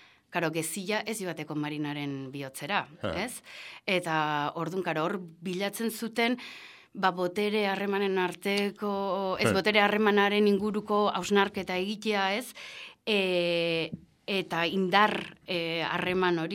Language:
Basque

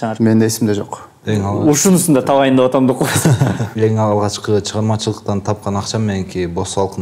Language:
Kyrgyz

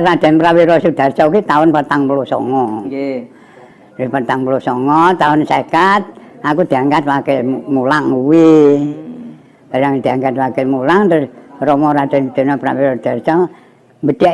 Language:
Javanese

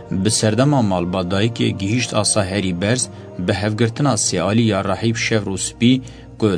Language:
Kurdish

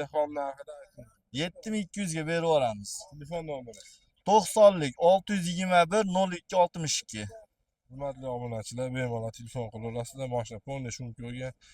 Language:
Uzbek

